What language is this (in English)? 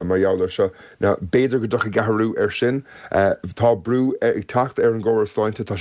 Irish